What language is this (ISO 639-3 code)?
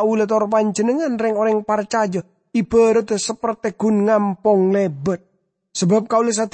mad